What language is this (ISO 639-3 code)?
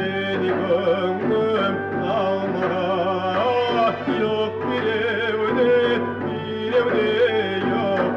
kum